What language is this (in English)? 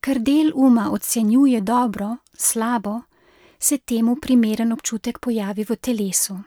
Slovenian